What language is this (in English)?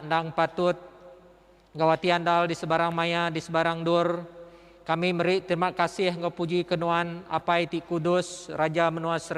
Iban